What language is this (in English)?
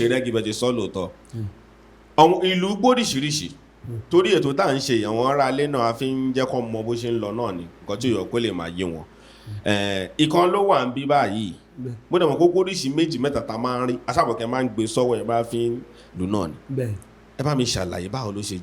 Yoruba